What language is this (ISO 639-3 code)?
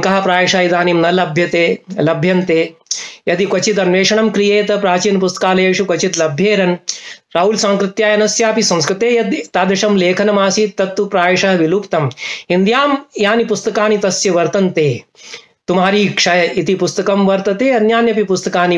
san